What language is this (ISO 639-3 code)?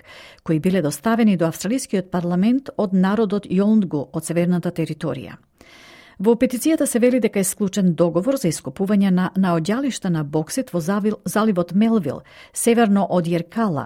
mkd